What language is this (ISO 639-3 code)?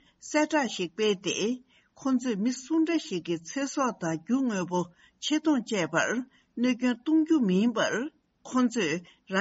bod